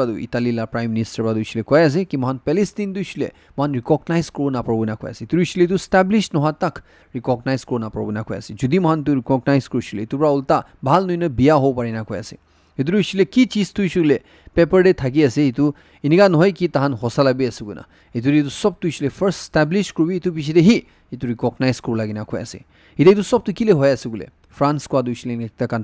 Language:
Naga Pidgin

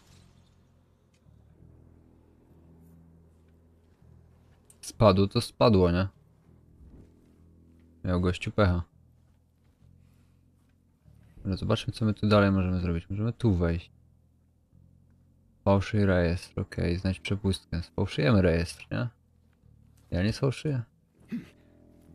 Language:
Polish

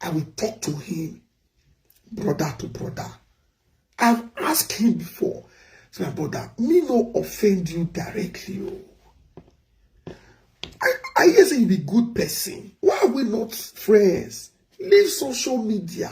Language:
Nigerian Pidgin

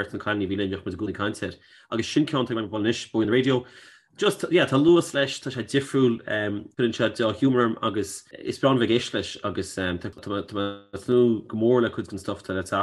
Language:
Irish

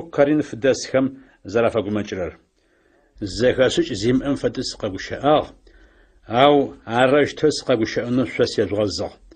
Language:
Adyghe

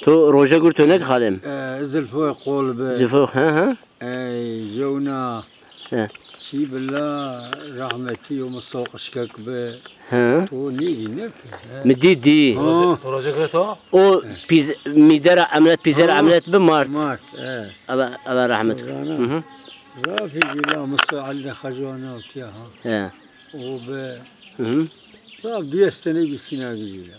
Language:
Zaza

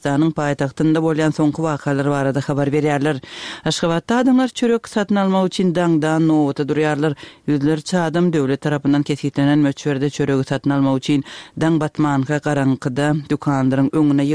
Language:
Turkmen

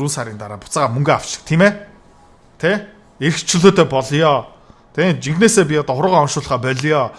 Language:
Mongolian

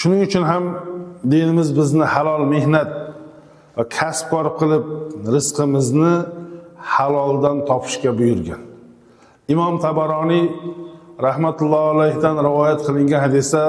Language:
Uzbek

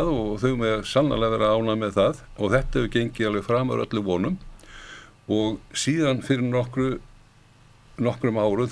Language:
Icelandic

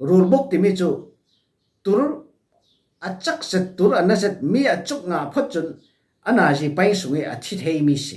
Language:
Falam Chin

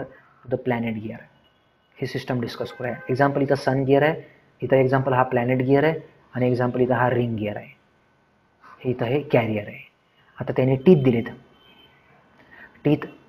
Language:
Marathi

